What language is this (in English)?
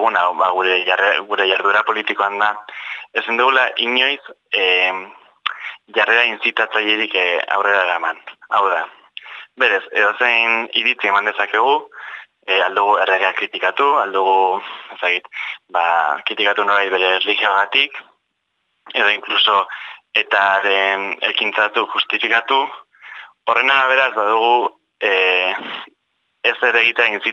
Basque